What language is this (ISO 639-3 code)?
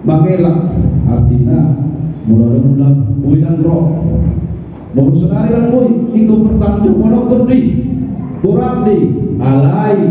bbc